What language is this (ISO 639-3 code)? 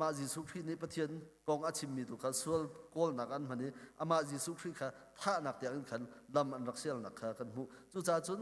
cnh